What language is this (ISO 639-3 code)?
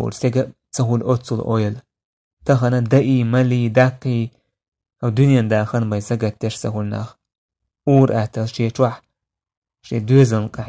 che